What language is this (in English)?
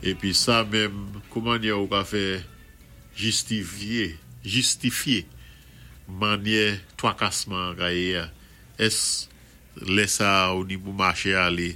Saint Lucian Creole French